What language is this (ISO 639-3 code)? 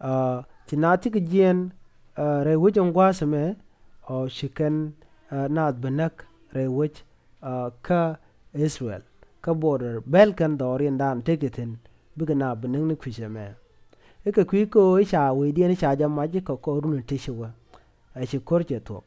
nus